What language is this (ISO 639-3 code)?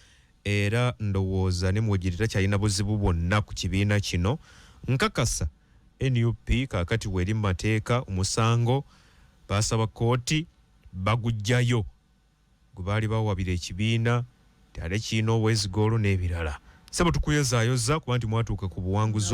lug